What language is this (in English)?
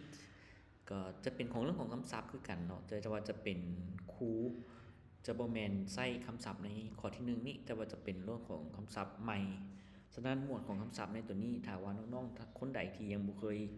Lao